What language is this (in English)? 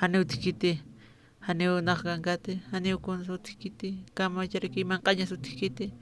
Aymara